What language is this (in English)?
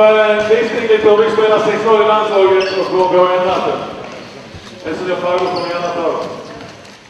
Swedish